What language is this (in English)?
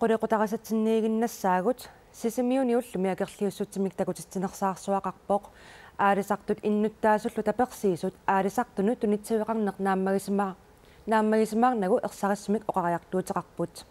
Kalaallisut